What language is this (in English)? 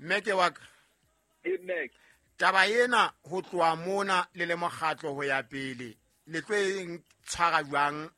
Southern Sotho